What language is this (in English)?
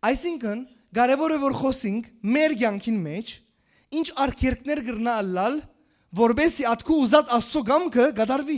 Western Armenian